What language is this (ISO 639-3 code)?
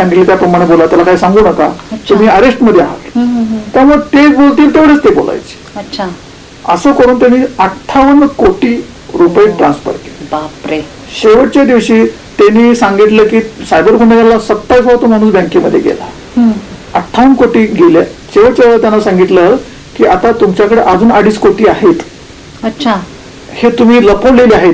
mar